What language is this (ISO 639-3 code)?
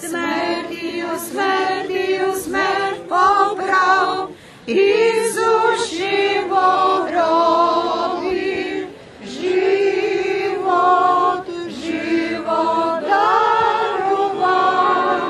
rue